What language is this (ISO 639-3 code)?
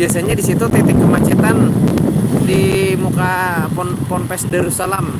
bjn